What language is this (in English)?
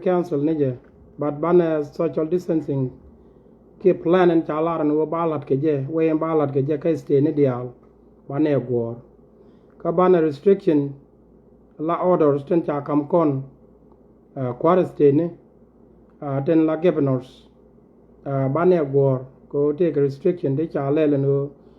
Nuer